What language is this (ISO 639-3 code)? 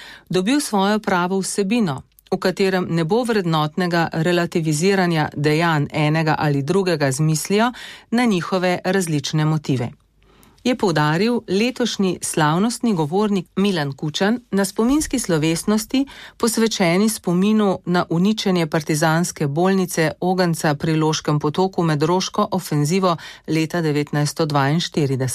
slv